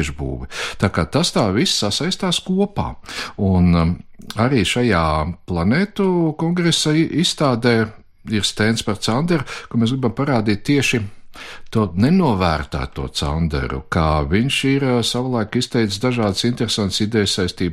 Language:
Latvian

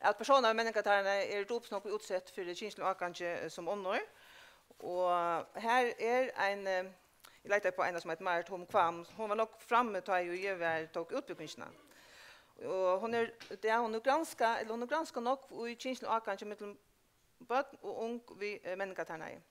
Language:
Faroese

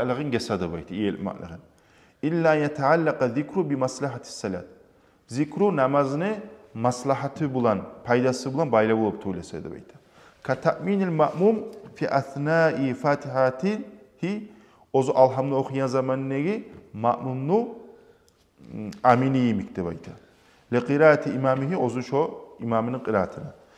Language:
Kumyk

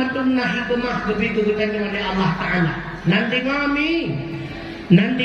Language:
Achinese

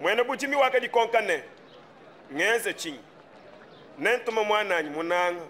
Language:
Luba-Lulua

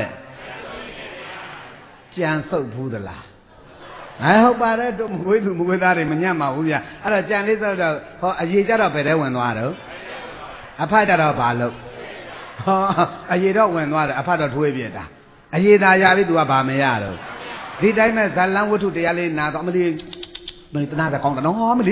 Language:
Burmese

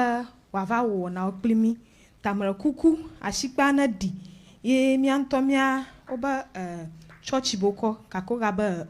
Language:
Ewe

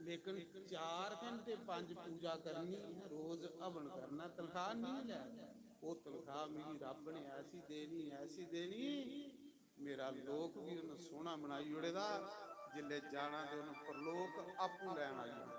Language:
Dogri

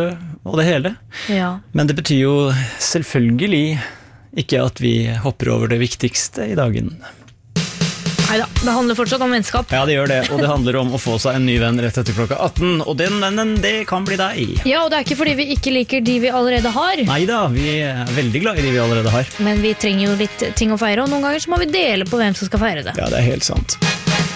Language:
Norwegian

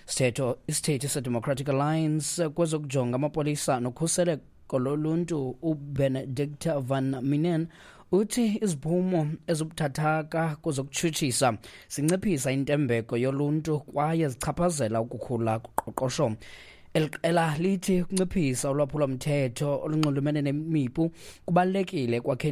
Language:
Xhosa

